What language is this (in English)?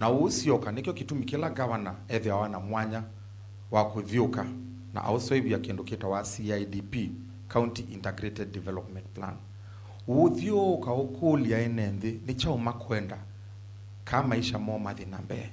Kamba